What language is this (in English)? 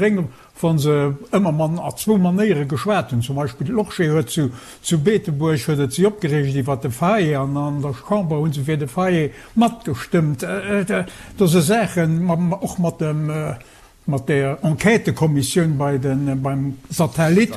Luxembourgish